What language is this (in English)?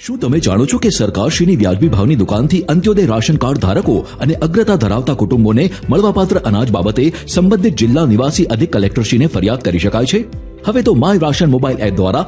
Gujarati